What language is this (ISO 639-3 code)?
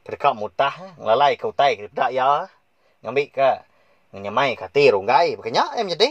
iba